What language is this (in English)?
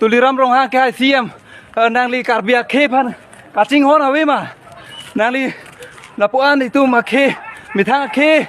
Karbi